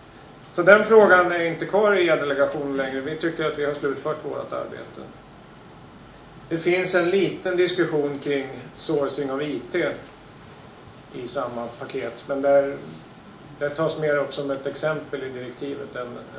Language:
Swedish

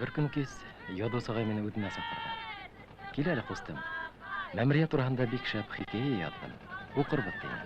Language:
Bashkir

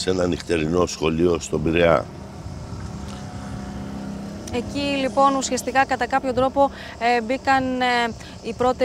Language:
Greek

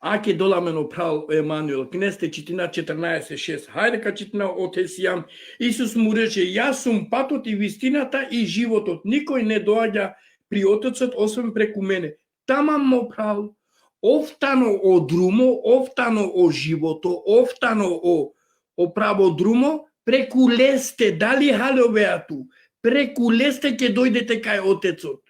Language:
Balkan Romani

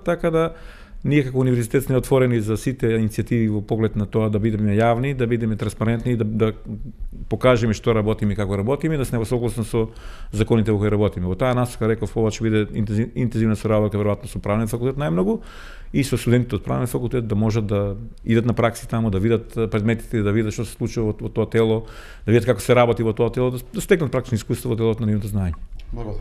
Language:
Macedonian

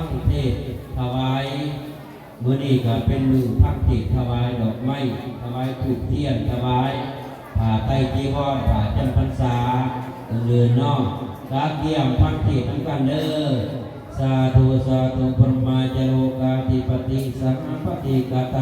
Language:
Northeastern Thai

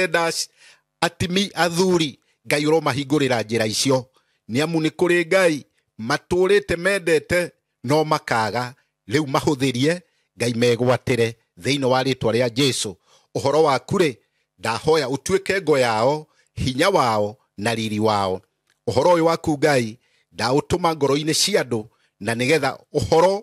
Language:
Kikuyu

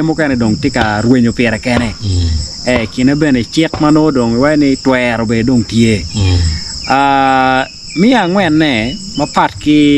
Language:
Acoli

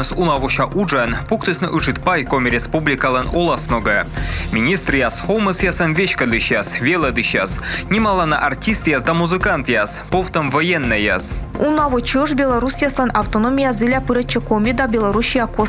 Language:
Komi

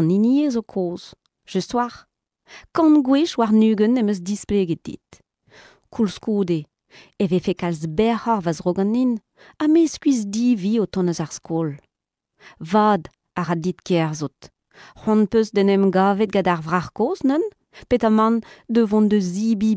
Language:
Breton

